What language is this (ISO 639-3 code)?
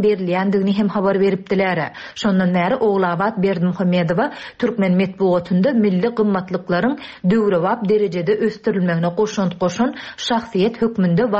tuk